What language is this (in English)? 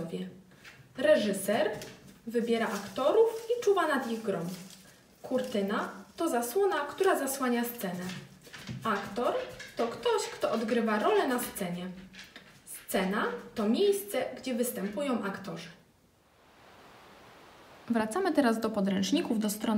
Polish